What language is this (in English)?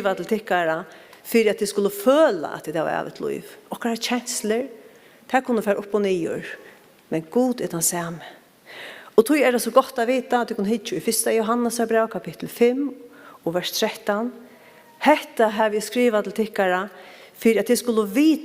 Faroese